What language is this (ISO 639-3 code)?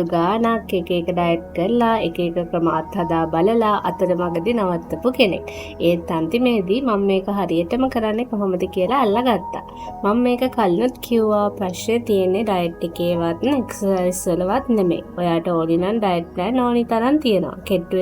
sin